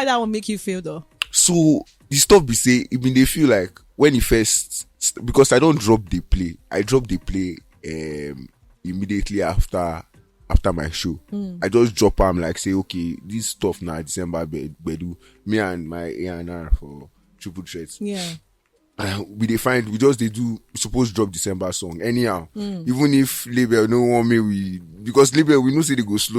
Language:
Nigerian Pidgin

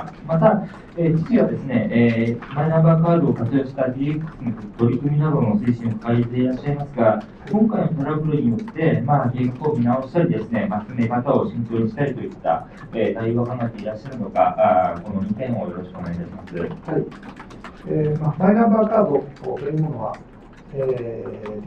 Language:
Japanese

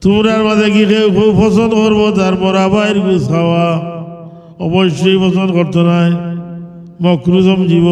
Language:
Sylheti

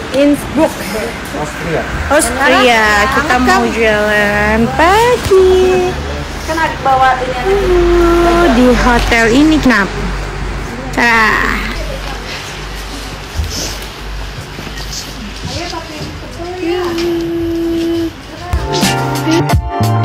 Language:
Indonesian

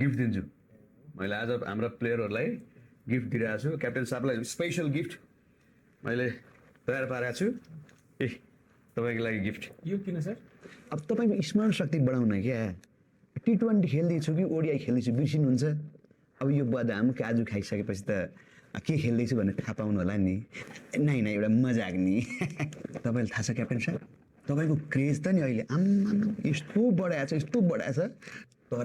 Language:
Nepali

